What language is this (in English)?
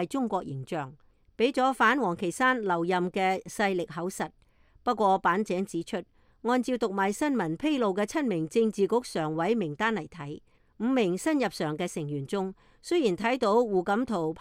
Cantonese